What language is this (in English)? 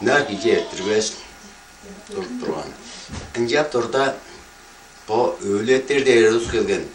Tuvinian